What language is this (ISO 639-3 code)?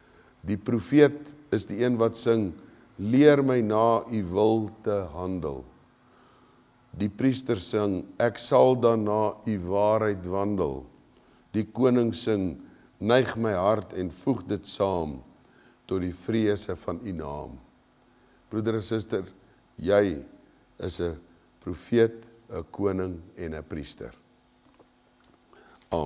afr